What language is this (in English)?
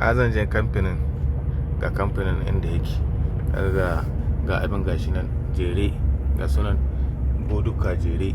Hausa